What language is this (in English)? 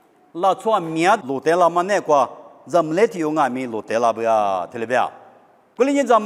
Lisu